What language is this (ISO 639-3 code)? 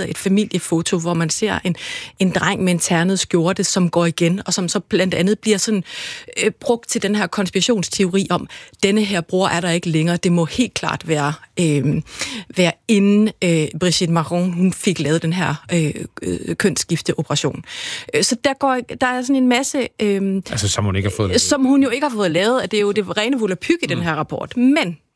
dan